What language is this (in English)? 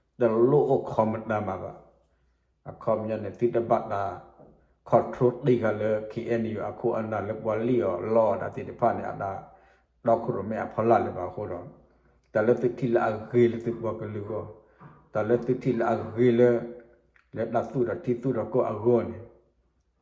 S'gaw Karen